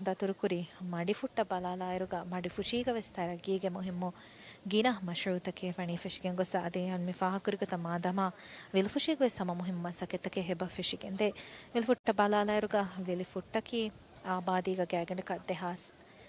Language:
Divehi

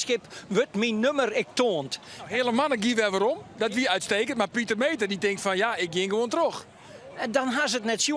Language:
Western Frisian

